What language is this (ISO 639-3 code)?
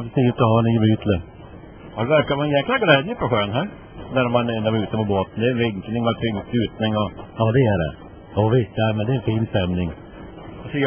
swe